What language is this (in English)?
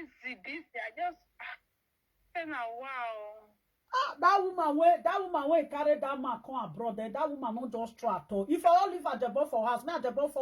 Nigerian Pidgin